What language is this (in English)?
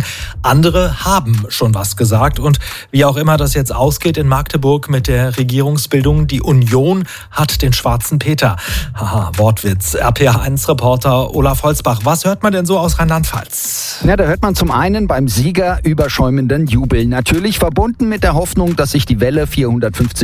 German